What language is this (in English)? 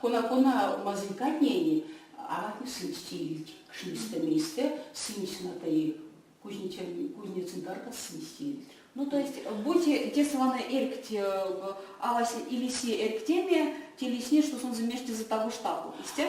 Erzya